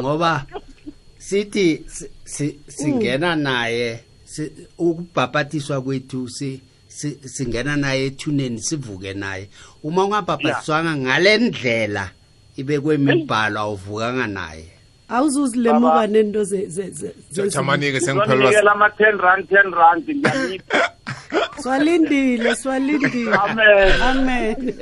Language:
South Ndebele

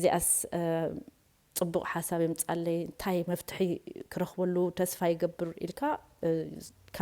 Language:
Tigrinya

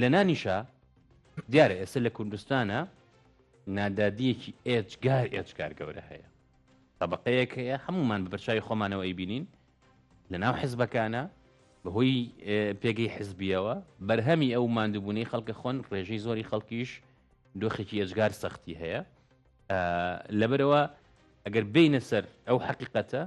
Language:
Central Kurdish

